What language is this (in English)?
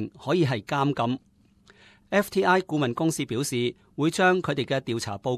Cantonese